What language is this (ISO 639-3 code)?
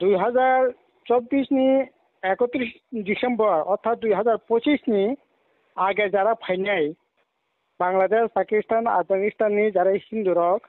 trp